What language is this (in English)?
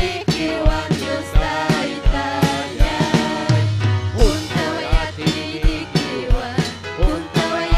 Ayacucho Quechua